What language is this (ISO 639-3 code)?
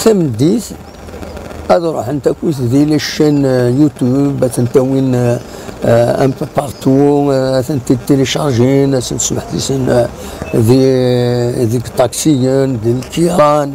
kab